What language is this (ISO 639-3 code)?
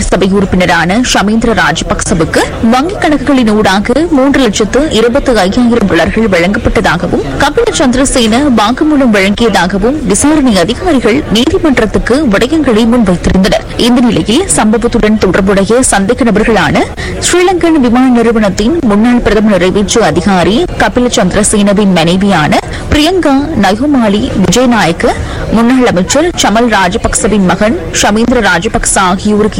tam